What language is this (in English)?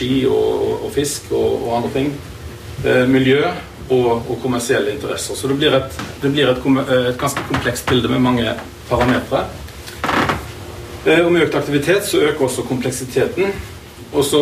Norwegian